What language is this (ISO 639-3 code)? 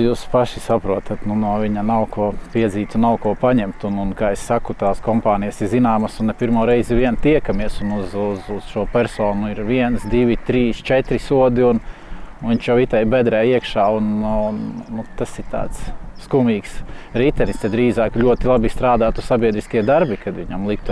lav